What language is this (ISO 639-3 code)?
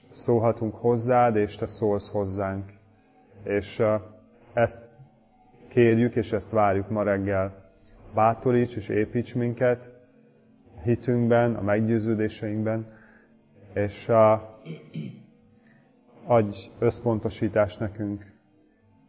hun